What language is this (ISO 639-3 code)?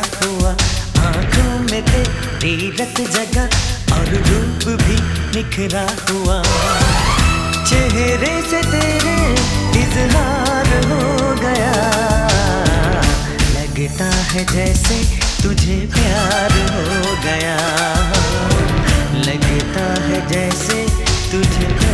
hin